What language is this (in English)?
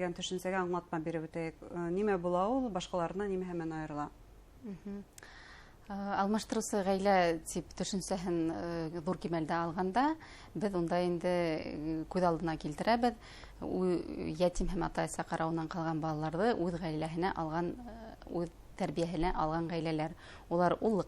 Bashkir